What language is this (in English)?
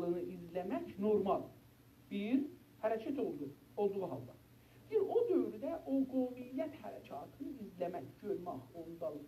South Azerbaijani